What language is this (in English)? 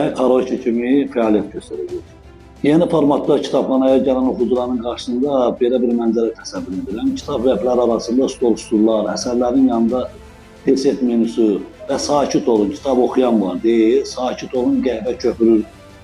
Azerbaijani